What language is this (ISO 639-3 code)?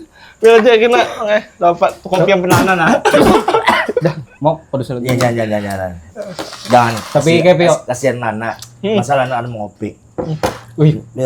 bjn